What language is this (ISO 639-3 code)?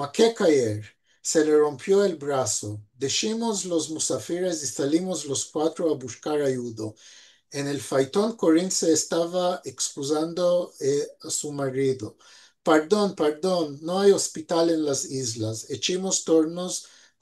lad